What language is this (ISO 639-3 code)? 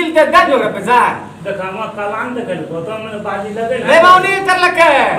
mai